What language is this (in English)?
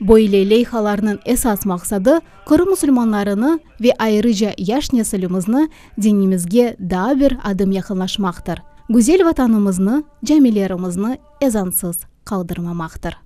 Crimean Tatar